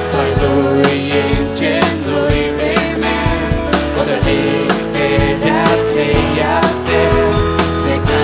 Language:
Faroese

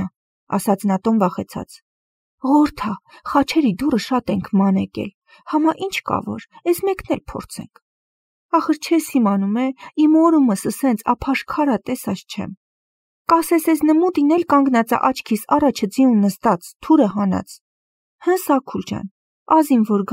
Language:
Armenian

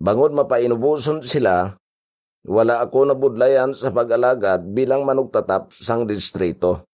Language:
Hiligaynon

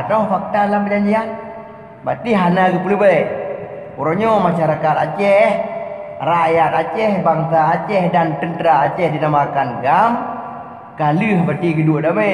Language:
Achinese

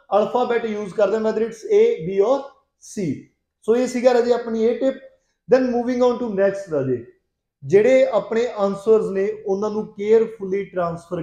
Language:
Punjabi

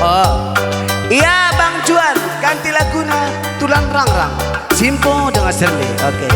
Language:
Batak Karo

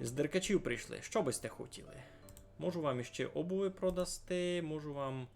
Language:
Rusyn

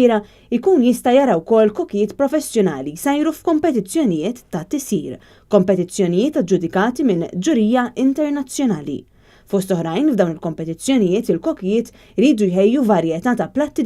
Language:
Maltese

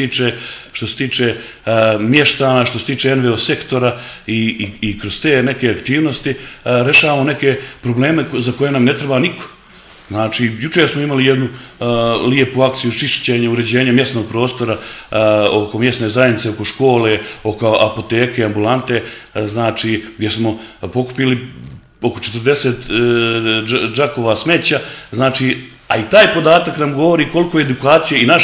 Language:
Serbian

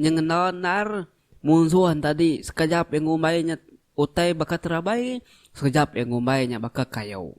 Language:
Iban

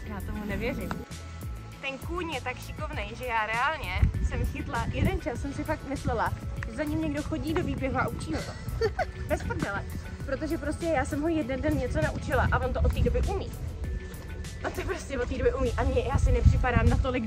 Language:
Czech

